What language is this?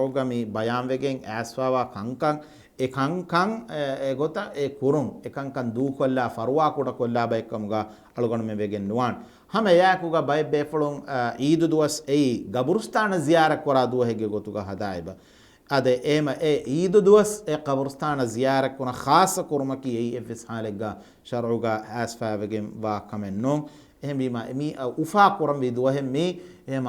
Divehi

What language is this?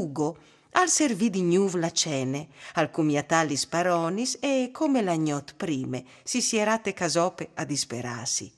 Friulian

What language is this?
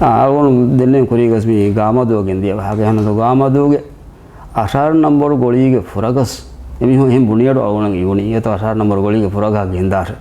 Divehi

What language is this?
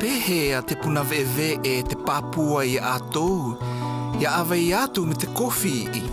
South Marquesan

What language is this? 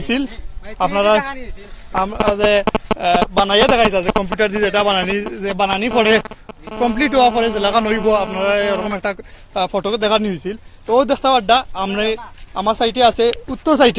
Sylheti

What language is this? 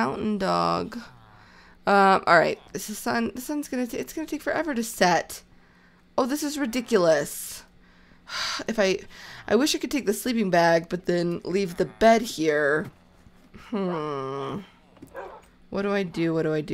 English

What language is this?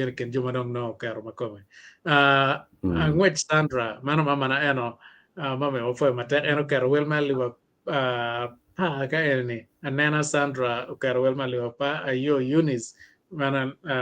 Acoli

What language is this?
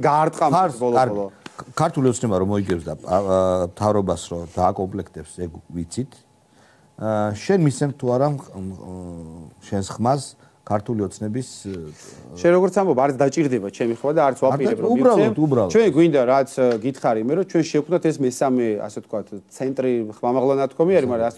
Georgian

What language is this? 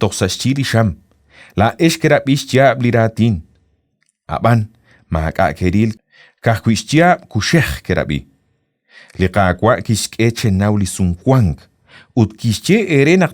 Kekchí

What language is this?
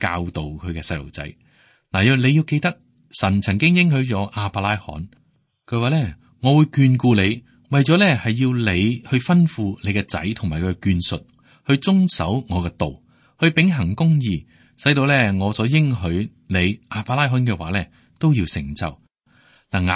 Cantonese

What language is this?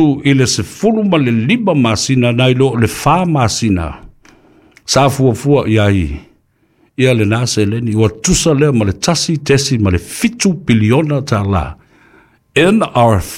Samoan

